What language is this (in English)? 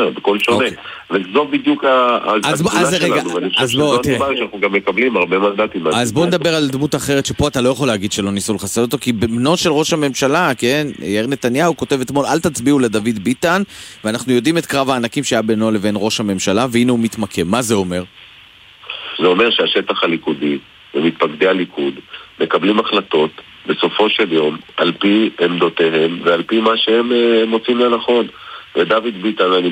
Hebrew